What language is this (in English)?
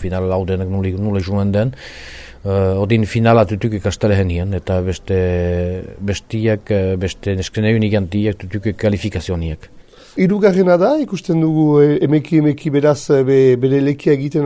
Basque